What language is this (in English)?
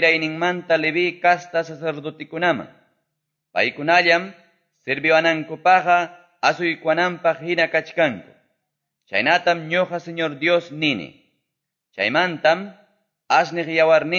Quechua